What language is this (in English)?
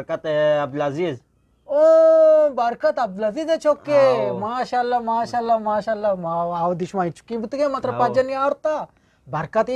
Eastern Balochi